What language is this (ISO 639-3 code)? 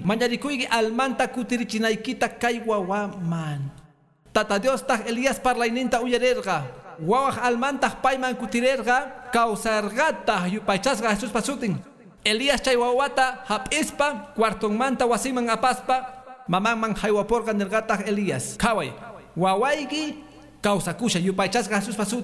que